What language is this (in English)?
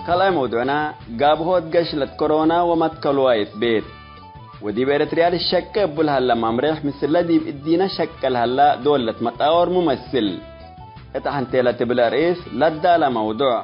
Tigre